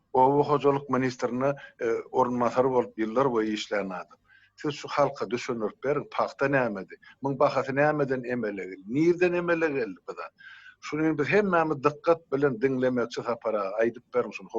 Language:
Turkmen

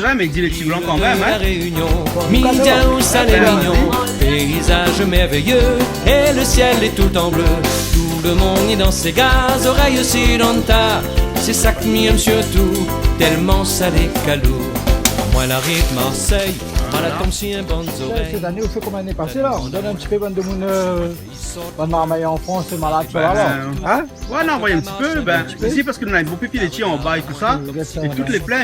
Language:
Réunion Creole French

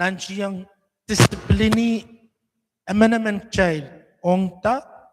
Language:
Pohnpeian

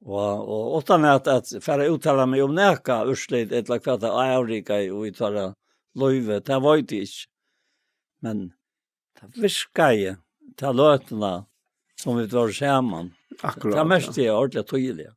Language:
Faroese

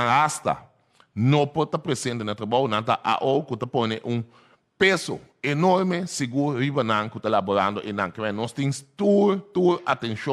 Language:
Papiamento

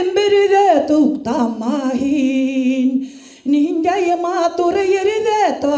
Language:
Bashkir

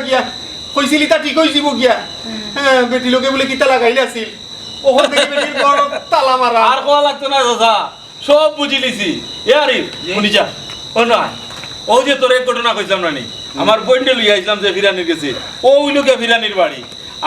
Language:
Sylheti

